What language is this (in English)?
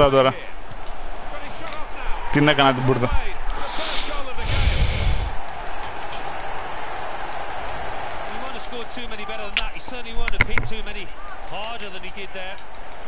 Greek